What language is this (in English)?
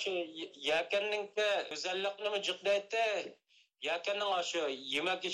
Uyghur